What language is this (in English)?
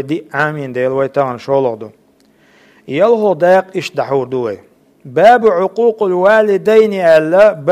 Chechen